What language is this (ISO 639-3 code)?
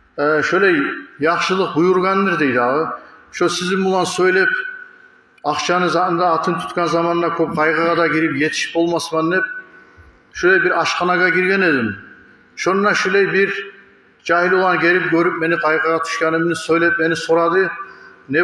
kum